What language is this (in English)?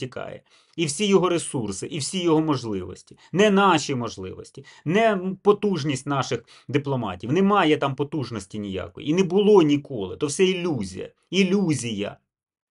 Ukrainian